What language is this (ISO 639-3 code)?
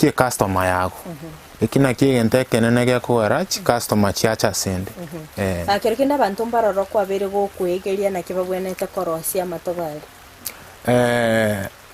guz